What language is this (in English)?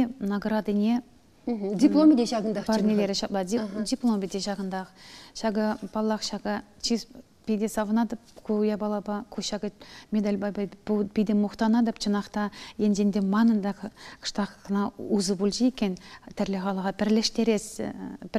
Chuvash